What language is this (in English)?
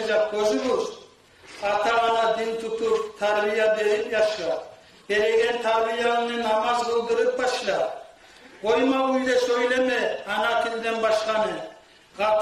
Kumyk